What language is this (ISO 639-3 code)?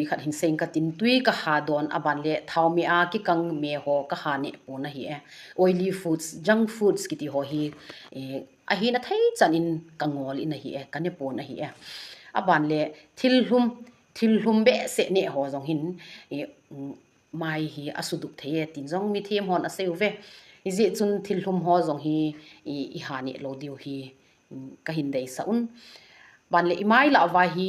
tcz